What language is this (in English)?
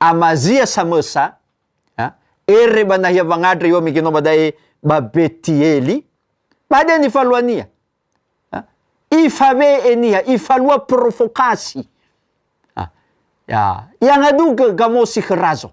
Nias